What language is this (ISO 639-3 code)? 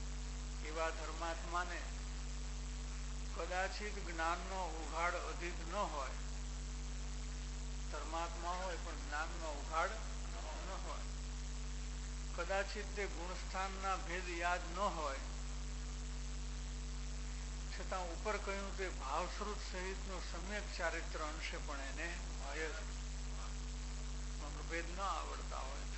guj